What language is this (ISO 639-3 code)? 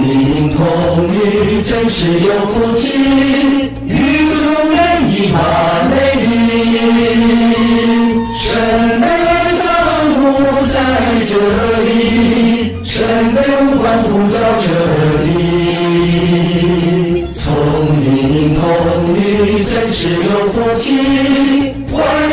zho